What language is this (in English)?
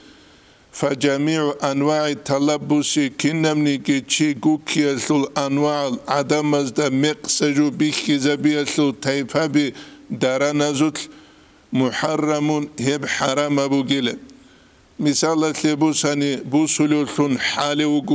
Avaric